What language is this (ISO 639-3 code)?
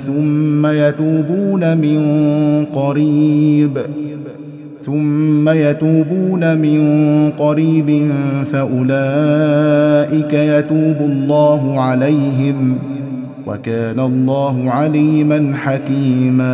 ara